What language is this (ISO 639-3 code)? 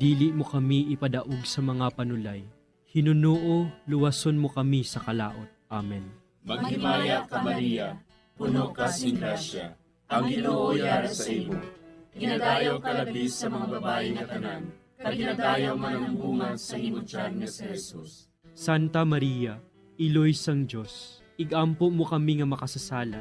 hil